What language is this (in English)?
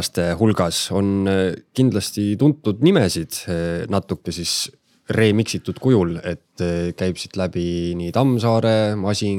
Estonian